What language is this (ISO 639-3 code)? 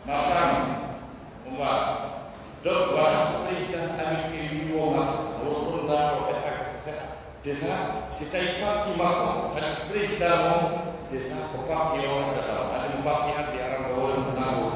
fuf